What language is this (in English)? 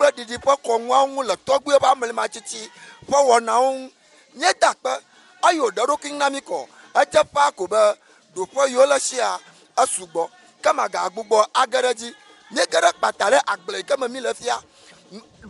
Ewe